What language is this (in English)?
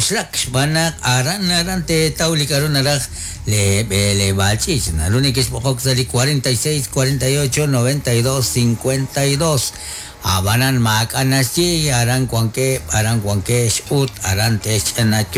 Kekchí